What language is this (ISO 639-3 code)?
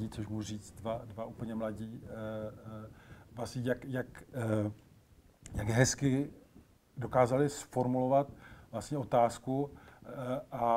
ces